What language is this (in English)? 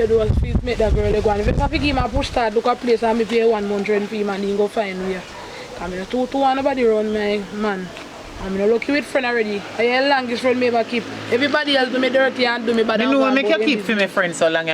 Jamaican Creole English